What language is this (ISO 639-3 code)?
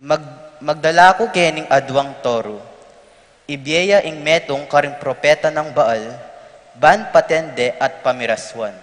pam